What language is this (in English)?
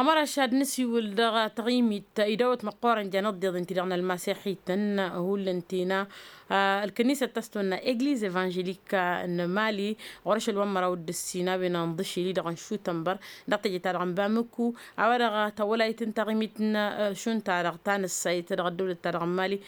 Tamasheq